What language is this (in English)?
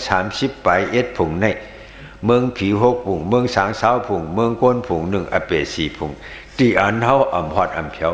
Shan